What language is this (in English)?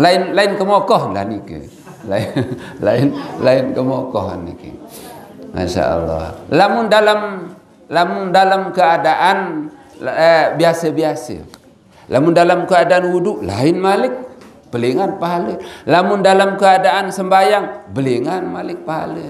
Sasak